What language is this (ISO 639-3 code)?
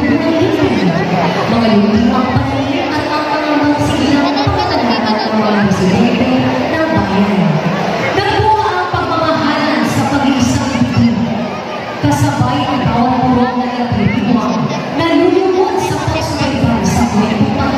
fil